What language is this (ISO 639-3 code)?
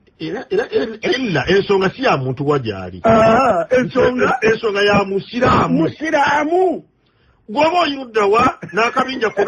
lug